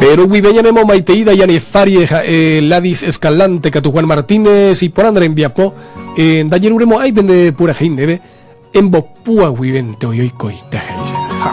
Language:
Guarani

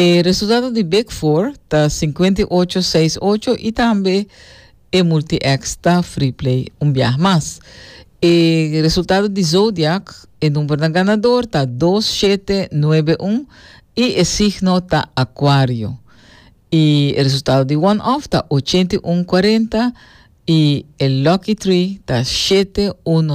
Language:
Papiamento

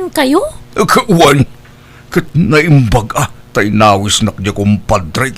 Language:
Iloko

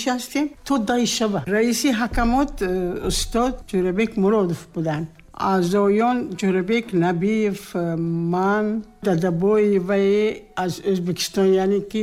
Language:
Tajik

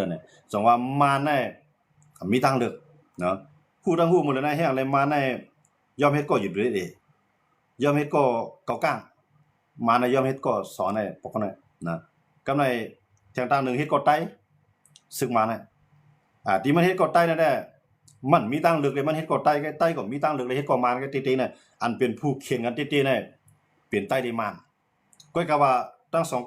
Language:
Shan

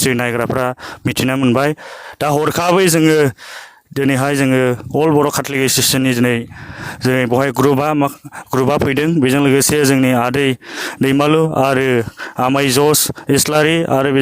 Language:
Bodo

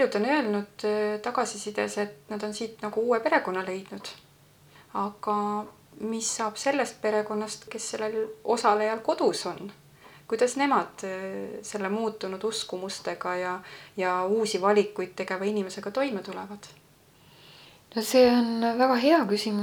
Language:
Estonian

